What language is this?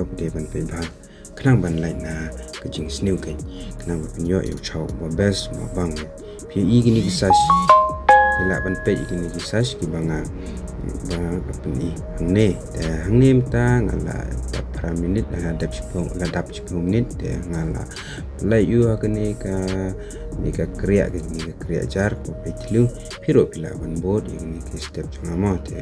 Khasi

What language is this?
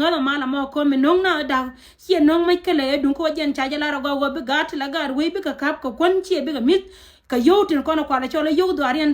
Nuer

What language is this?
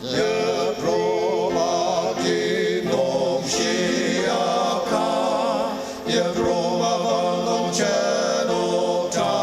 Ao Naga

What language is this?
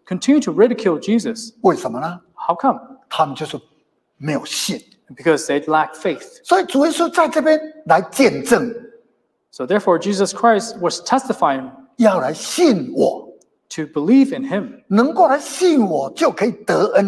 Chinese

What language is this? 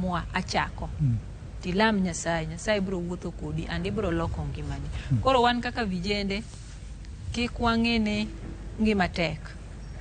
Luo (Kenya and Tanzania)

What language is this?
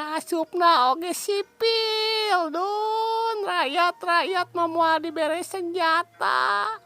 Sundanese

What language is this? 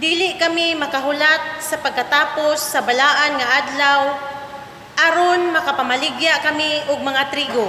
Cebuano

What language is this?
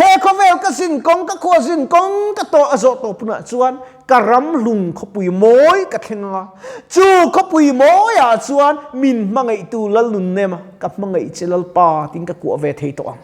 Mizo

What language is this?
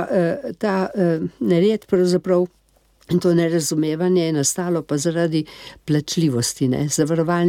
Slovenian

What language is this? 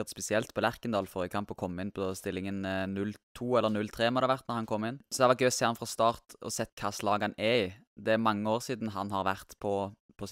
Norwegian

